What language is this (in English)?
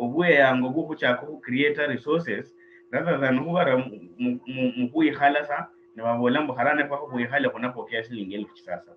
Luyia